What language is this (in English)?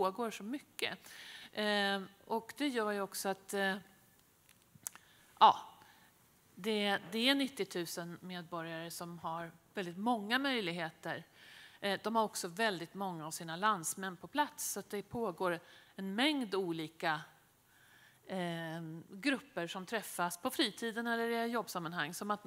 Swedish